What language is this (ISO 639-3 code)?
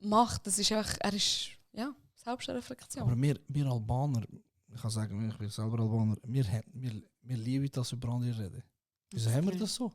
gsw